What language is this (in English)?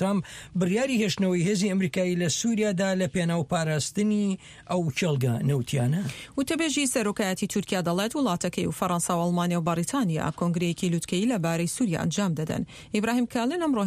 Central Kurdish